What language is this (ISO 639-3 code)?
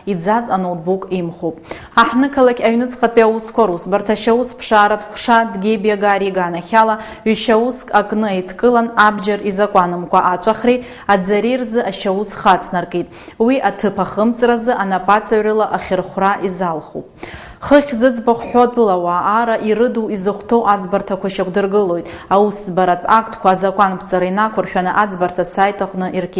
abk